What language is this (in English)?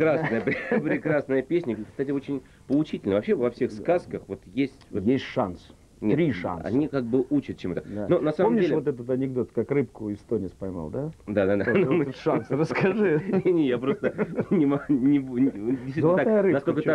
Russian